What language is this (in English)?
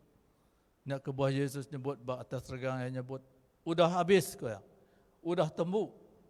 Iban